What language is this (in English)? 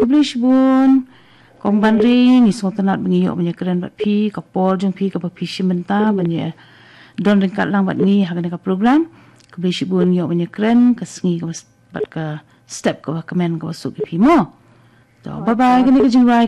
Khasi